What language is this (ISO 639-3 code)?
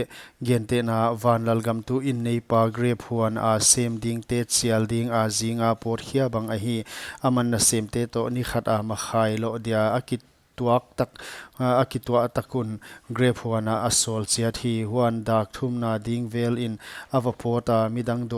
pck